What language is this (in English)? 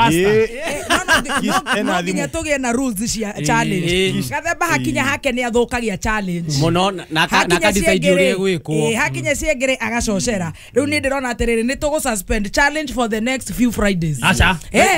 Kikuyu